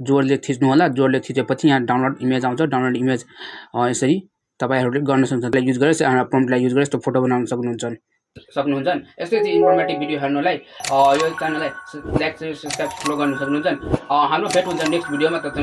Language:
Nepali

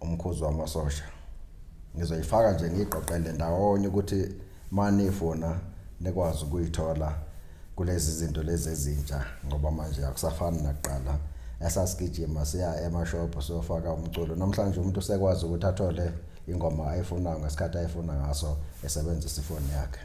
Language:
Zulu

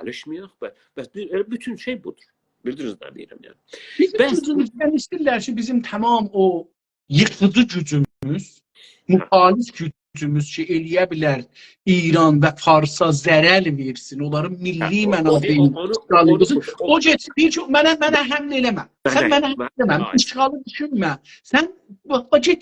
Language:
South Azerbaijani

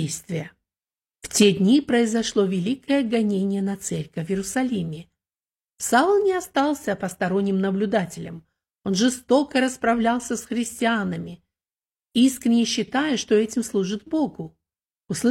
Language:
Russian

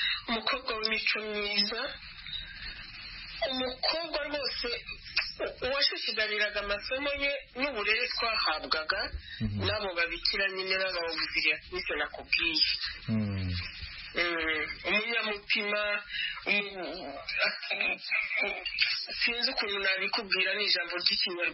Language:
Kinyarwanda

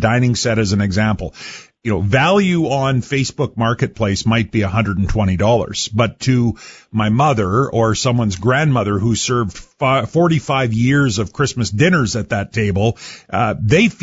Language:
English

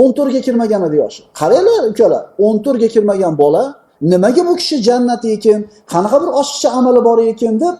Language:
Uzbek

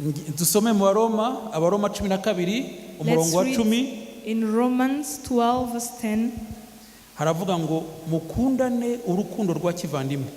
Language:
Kinyarwanda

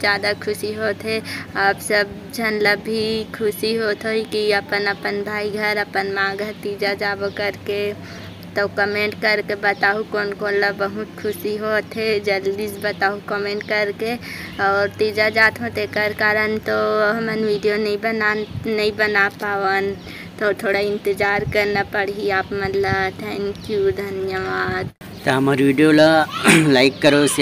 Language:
Chhattisgarhi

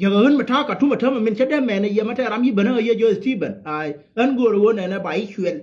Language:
Nuer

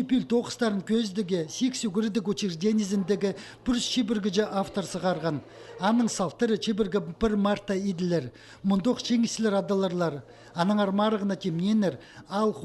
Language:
Khakas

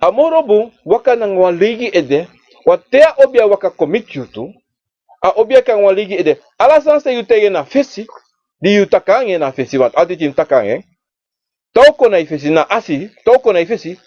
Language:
Sranan Tongo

